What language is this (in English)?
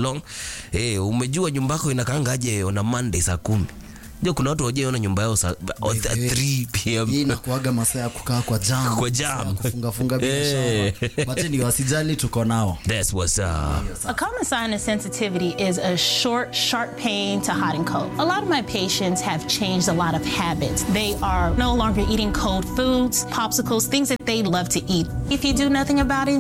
Swahili